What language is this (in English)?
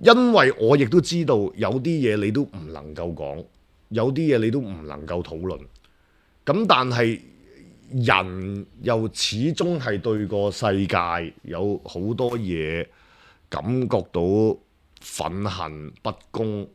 Cantonese